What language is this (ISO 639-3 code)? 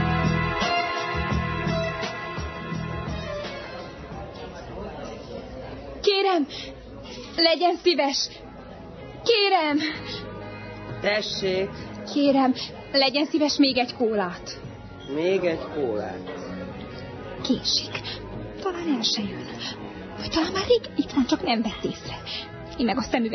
hun